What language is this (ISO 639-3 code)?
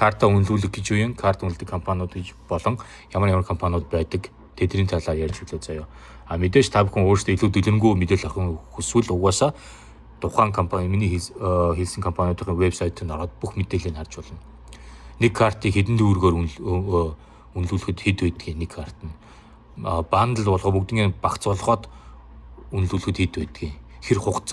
mon